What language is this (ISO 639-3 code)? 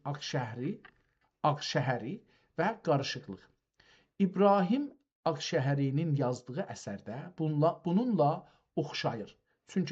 azb